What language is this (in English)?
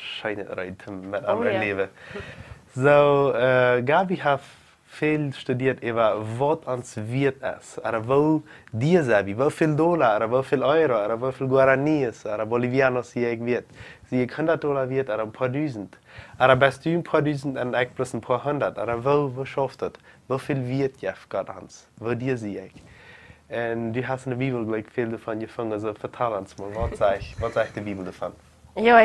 Plautdietsch